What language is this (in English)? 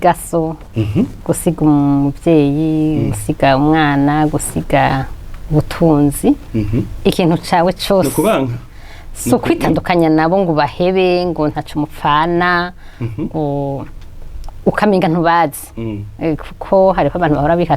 Rundi